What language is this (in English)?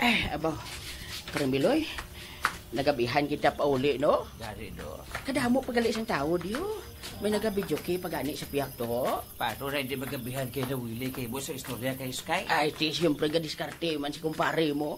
Hiligaynon